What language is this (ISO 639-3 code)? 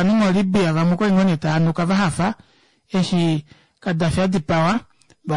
kua